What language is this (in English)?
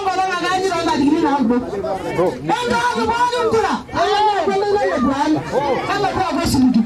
Masai